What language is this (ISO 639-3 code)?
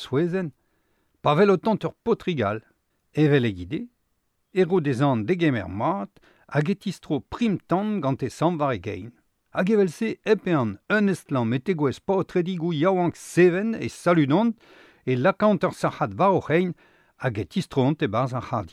bre